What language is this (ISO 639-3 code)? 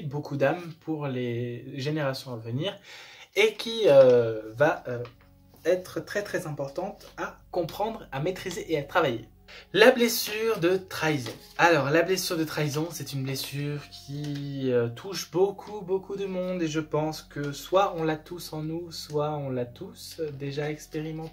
fra